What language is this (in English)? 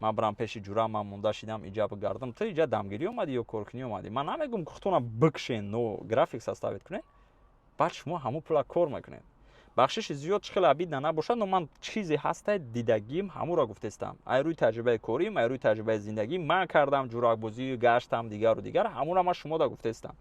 Tajik